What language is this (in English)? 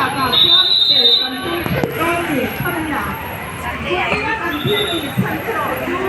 Mizo